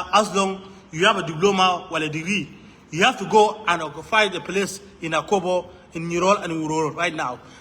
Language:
Nuer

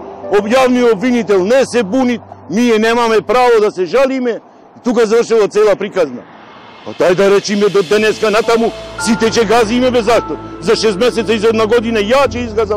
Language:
Macedonian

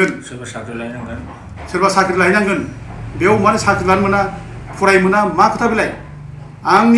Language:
Bodo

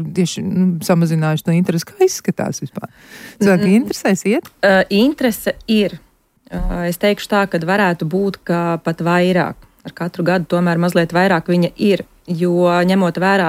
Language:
Latvian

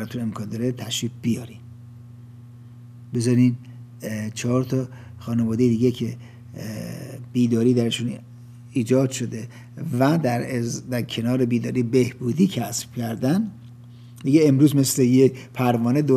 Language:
Persian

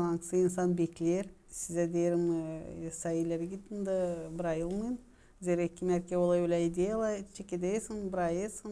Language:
Gagauz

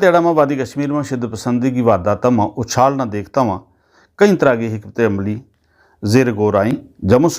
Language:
Gujari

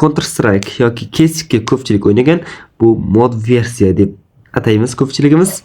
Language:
Uzbek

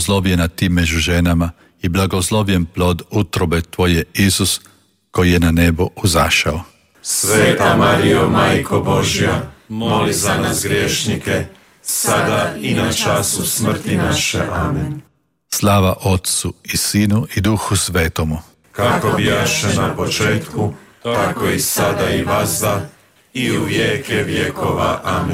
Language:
Croatian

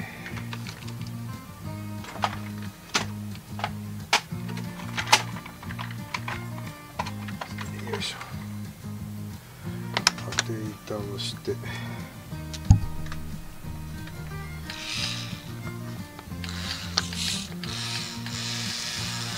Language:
Japanese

